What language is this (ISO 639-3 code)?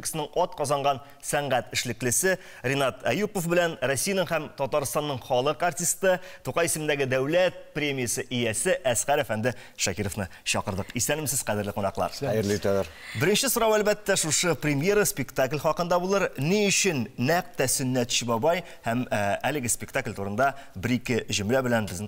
tat